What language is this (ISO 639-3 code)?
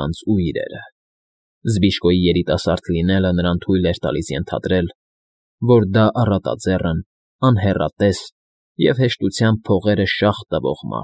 hye